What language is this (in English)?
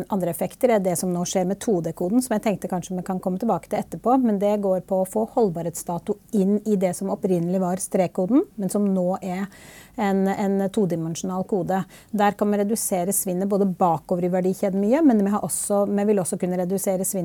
Norwegian